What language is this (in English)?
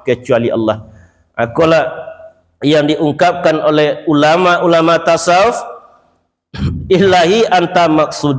Minangkabau